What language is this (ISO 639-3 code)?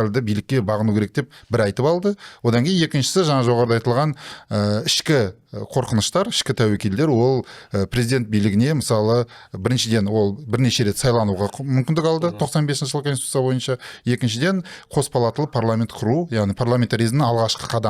kaz